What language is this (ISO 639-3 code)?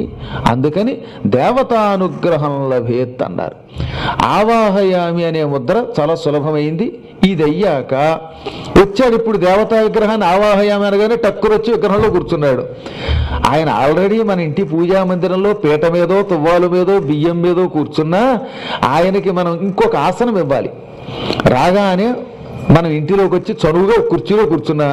tel